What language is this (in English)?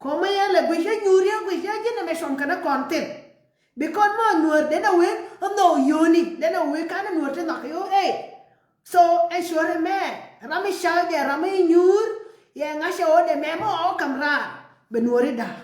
Nuer